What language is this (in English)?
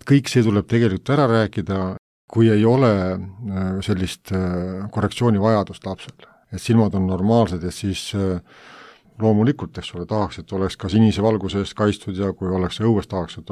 Estonian